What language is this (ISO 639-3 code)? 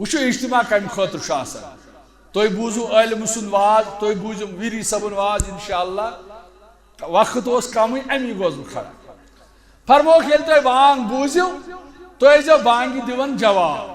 kas